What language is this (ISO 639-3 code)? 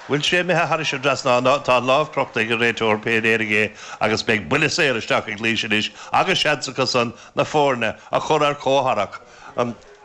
gle